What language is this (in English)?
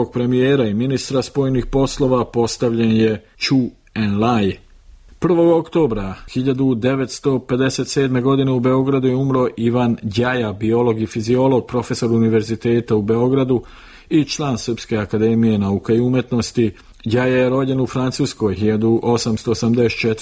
Serbian